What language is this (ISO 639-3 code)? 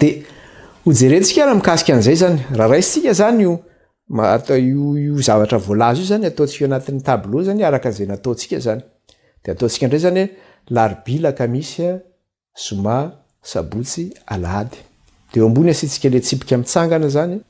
mlg